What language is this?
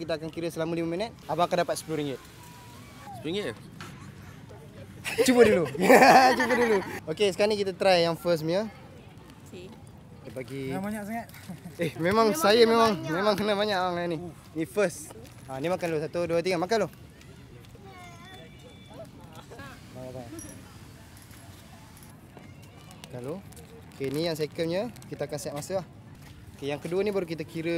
Malay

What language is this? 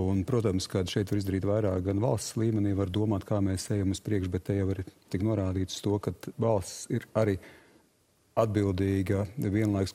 Latvian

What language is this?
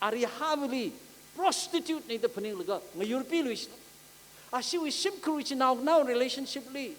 Tangkhul Naga (India)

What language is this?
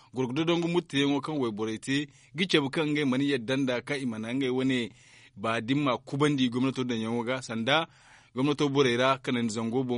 Zarma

